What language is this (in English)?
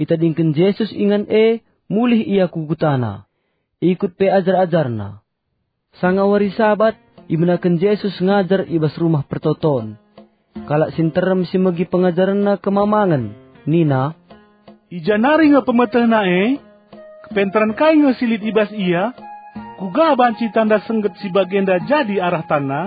Batak Karo